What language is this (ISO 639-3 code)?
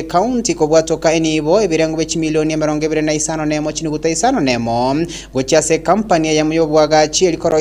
guz